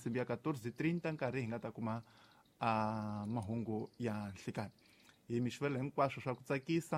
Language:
Tsonga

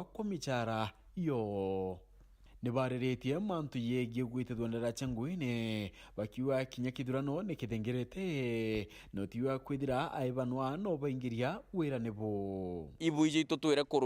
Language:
Meru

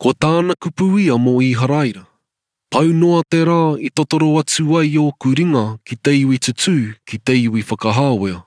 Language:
Māori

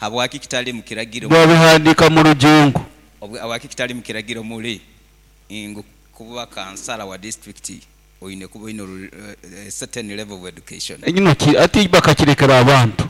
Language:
Nyoro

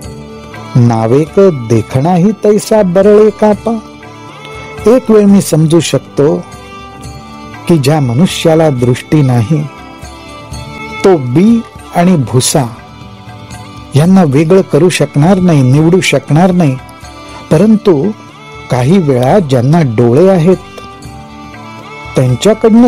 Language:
Marathi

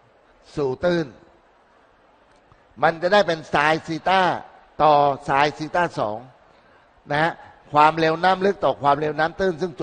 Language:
Thai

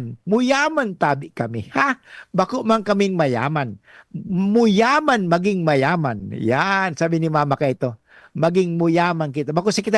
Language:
Bikol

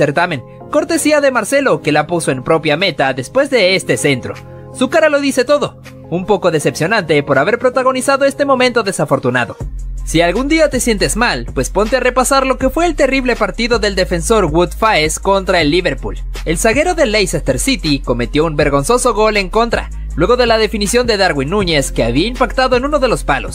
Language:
Spanish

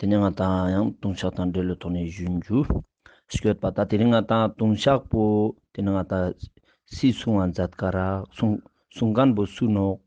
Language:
Ladakhi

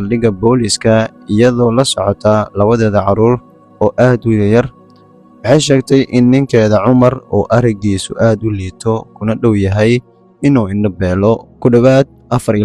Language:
Somali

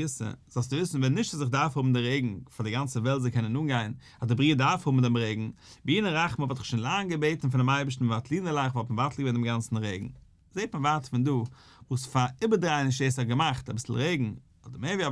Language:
Yiddish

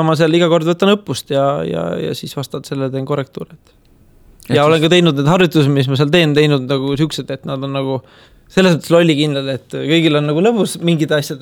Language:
Estonian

